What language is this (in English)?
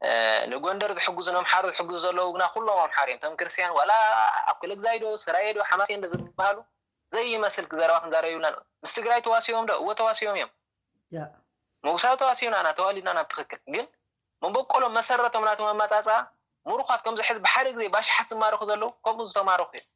Tigrinya